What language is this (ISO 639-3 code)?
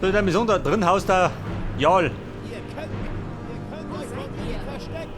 bar